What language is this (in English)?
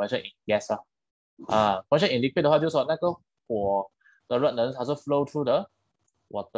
Chinese